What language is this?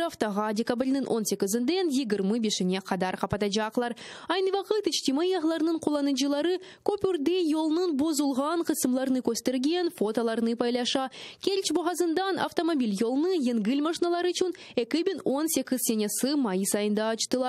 Crimean Tatar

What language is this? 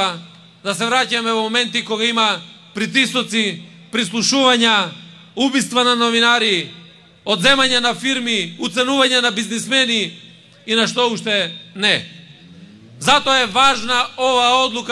Macedonian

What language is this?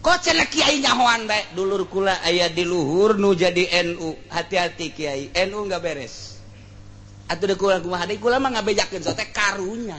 Sundanese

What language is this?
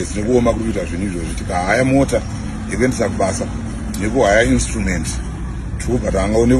Shona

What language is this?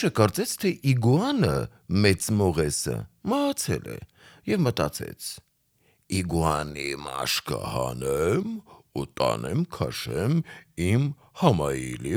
Armenian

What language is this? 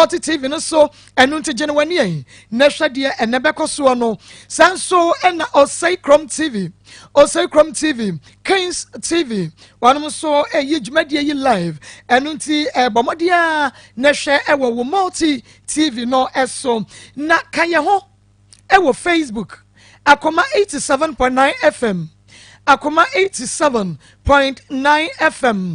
Akan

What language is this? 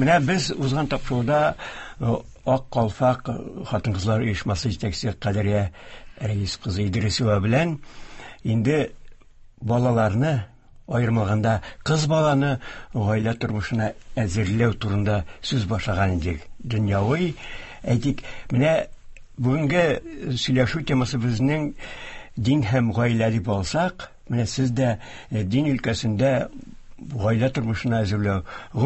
Tatar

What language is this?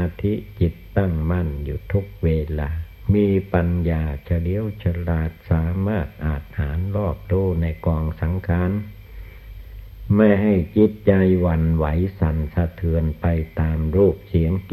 Thai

